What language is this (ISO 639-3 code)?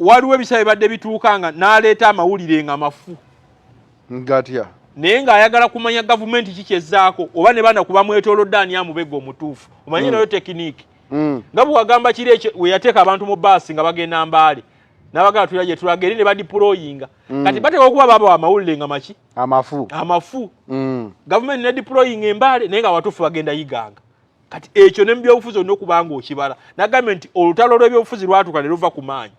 lug